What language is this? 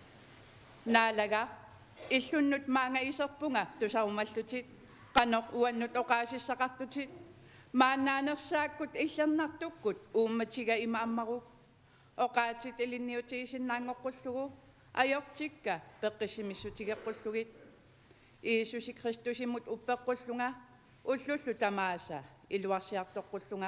Kalaallisut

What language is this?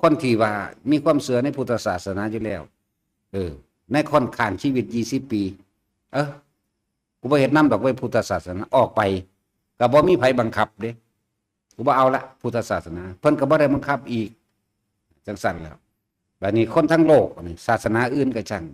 Northeastern Thai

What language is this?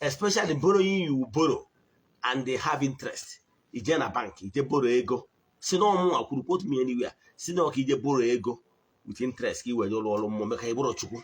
Igbo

